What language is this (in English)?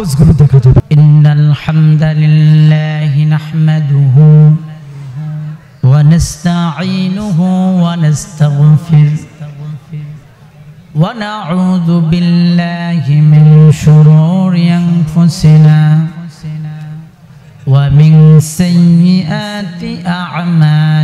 Bangla